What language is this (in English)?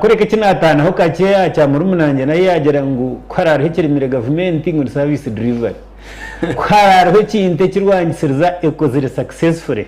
Nyankole